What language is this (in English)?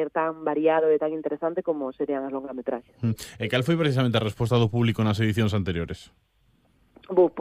Galician